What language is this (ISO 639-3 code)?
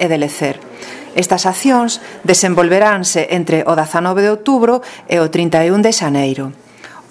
glg